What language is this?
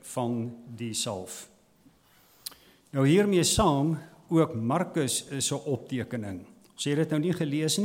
Afrikaans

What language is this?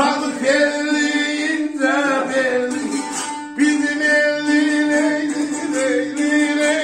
South Azerbaijani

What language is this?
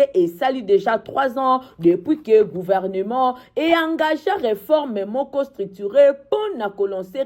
Lingala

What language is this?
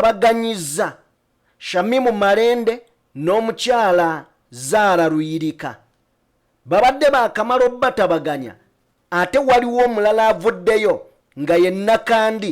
Ganda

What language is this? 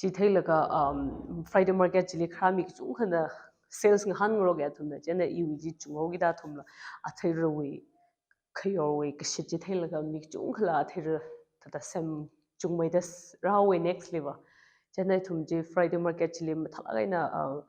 Tangkhul Naga (India)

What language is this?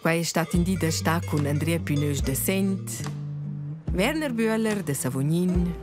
Romansh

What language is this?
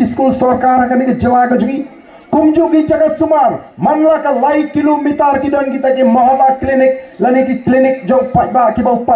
Khasi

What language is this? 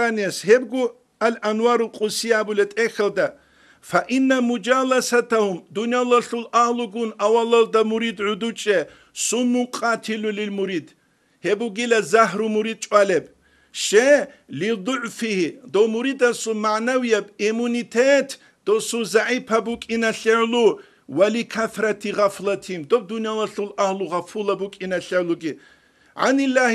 Avaric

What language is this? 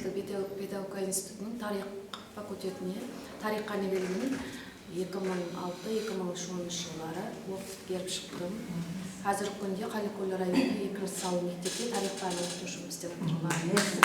Kara-Kalpak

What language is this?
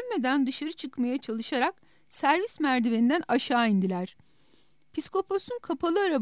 Turkish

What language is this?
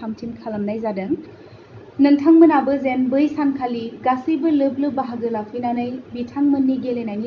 Bodo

